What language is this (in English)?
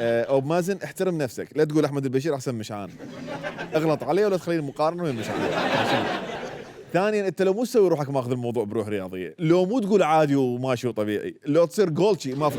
Mesopotamian Arabic